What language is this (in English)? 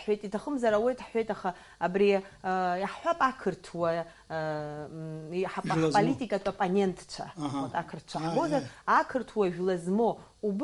Abkhazian